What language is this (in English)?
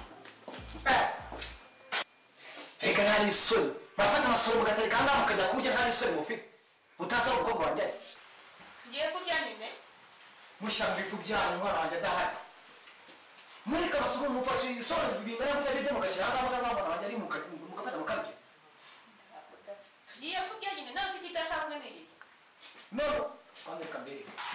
Kinyarwanda